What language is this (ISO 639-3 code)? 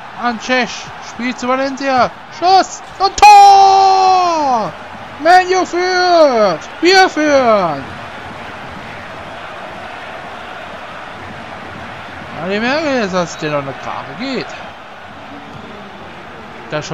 deu